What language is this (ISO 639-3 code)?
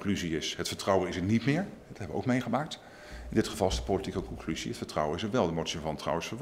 nld